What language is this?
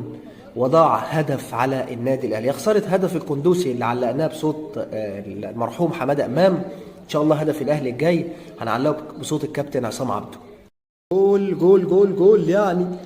Egyptian Arabic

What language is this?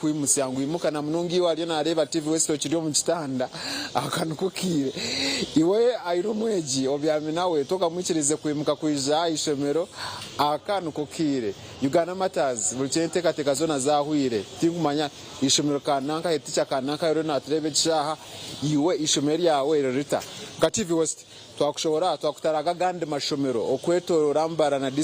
Nyankole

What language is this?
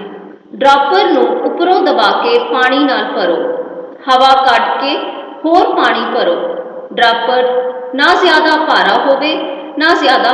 Punjabi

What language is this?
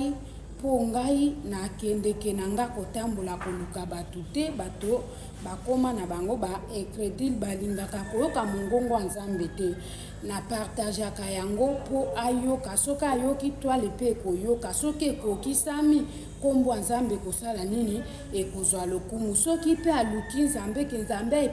Lingala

